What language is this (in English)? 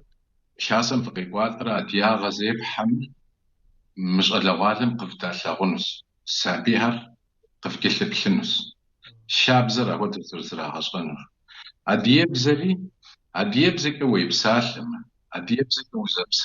Kabardian